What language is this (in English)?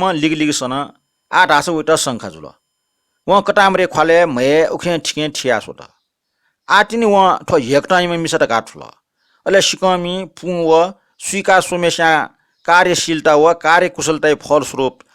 Newari